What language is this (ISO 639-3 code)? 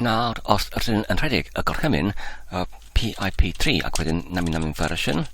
cym